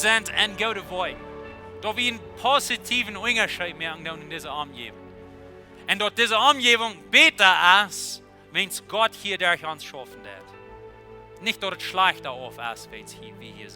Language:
Plautdietsch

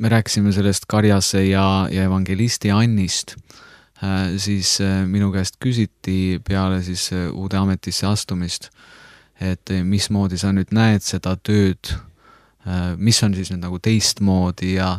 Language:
Estonian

